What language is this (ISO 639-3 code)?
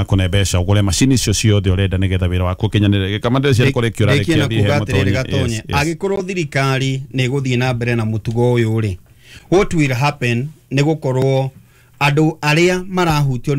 kik